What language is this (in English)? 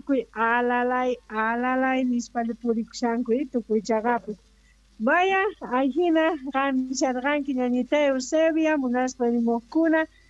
Quechua